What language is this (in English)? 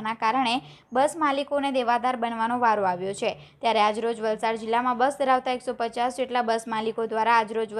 Gujarati